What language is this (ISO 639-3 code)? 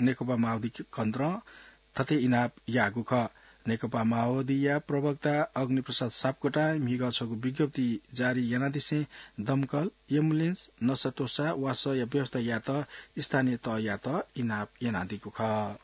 new